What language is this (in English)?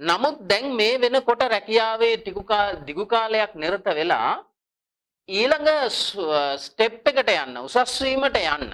Sinhala